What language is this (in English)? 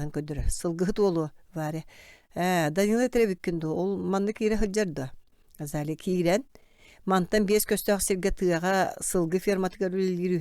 Yakut